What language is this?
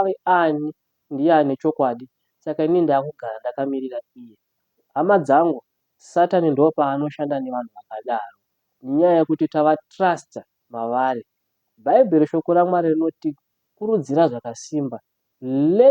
Shona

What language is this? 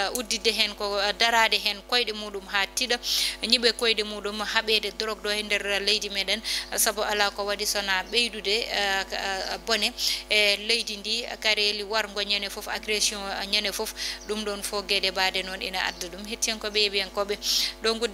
Fula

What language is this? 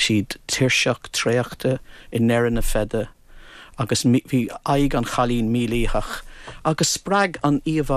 Irish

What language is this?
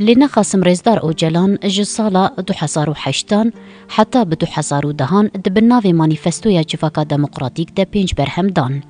Kurdish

